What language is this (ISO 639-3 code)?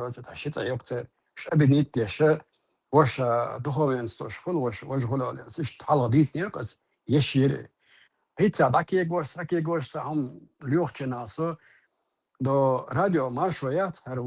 che